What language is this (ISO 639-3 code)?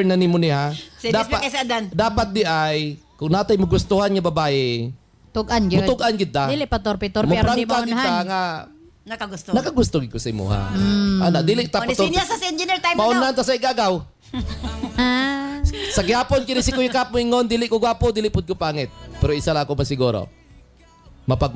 ceb